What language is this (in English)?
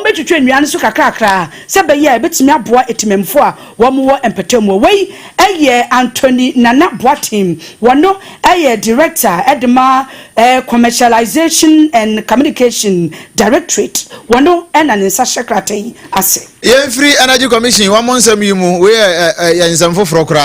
Akan